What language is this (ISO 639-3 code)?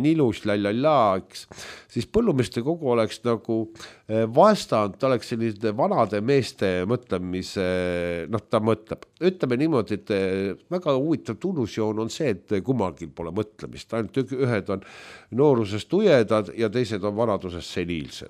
est